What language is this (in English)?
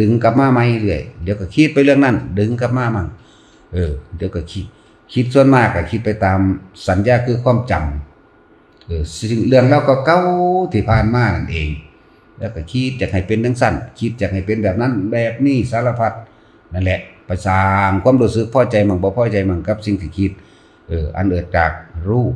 Northeastern Thai